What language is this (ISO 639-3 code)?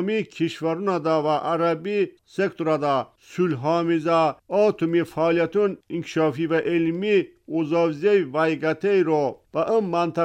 tgk